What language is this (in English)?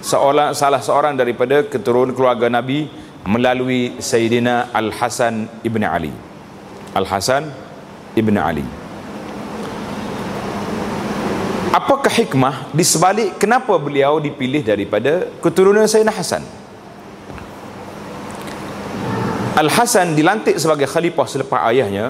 Malay